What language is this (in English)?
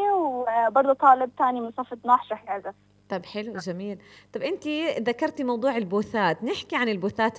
North Levantine Arabic